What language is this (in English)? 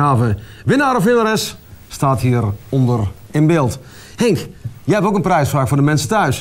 Dutch